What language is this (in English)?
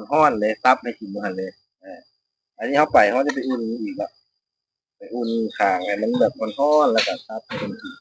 Lao